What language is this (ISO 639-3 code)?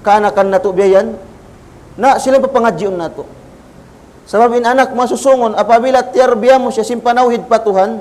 tsg